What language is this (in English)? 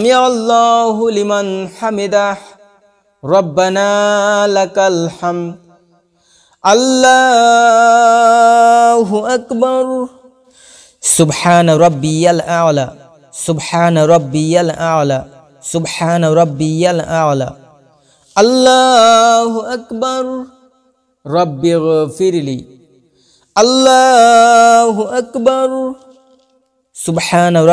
Bangla